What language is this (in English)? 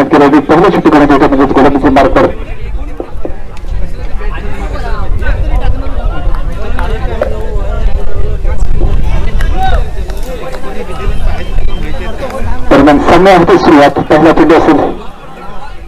Marathi